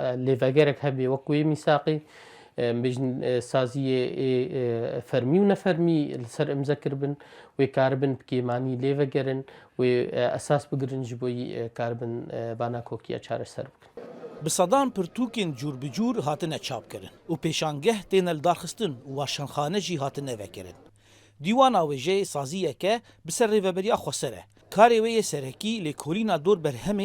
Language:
Kurdish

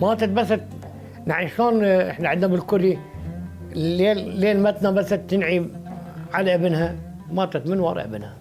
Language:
Mesopotamian Arabic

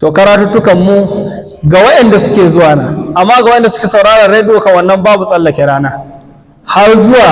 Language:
Hausa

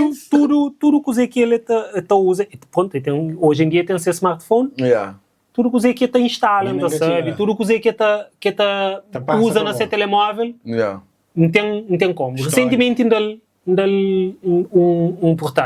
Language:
Kabuverdianu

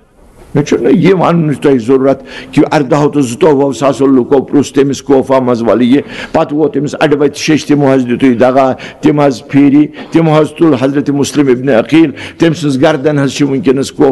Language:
Kashmiri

